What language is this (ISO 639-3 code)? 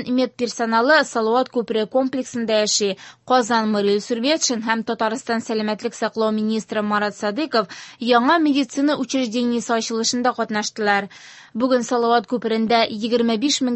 tat